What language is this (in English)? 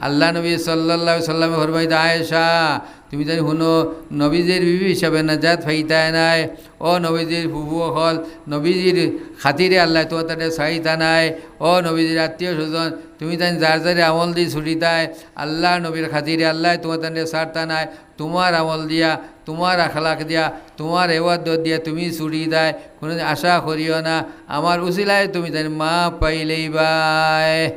Sylheti